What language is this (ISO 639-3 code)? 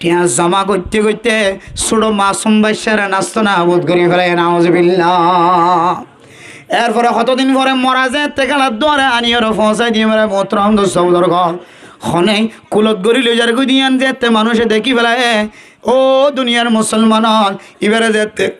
rhg